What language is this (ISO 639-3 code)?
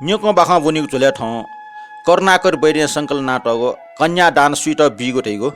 new